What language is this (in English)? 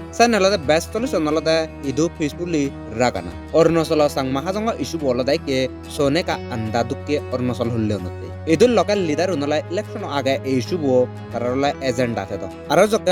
Chakma